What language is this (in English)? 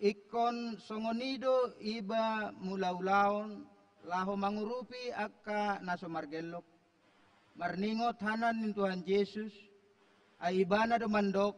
Batak Toba